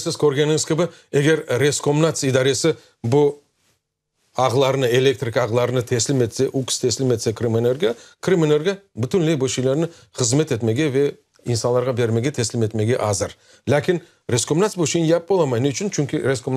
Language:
Crimean Tatar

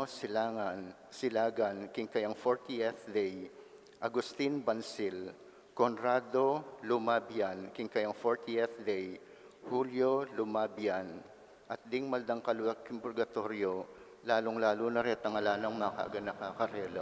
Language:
Pampanga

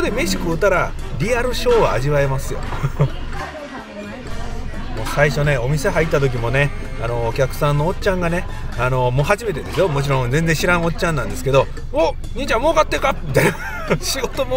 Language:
Japanese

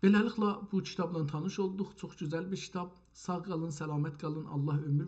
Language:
South Azerbaijani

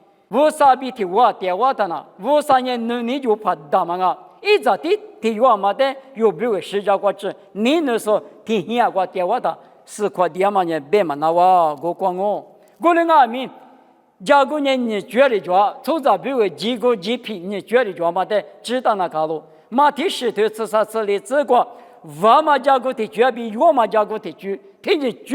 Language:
Lisu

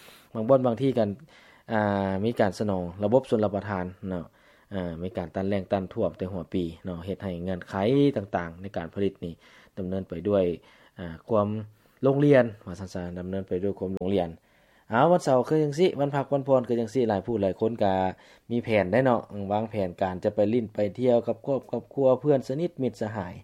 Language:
Lao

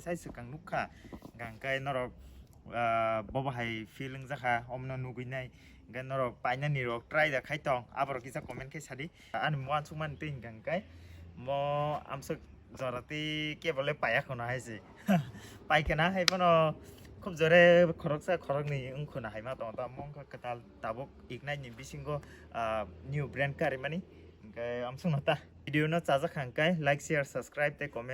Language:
Kok Borok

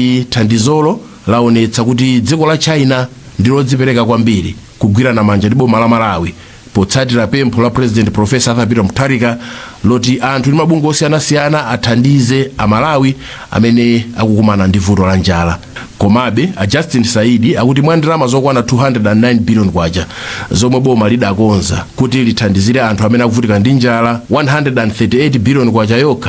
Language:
Nyanja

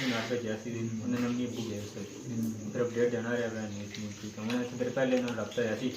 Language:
Pahari-Potwari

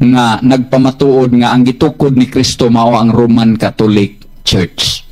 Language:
Cebuano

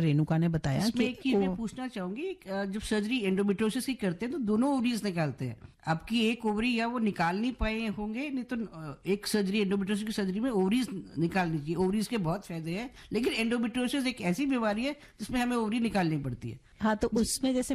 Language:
Hindi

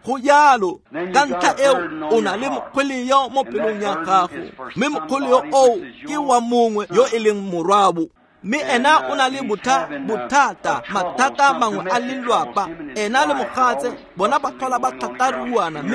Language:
Tswana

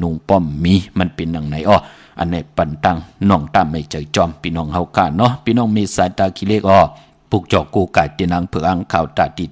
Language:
Shan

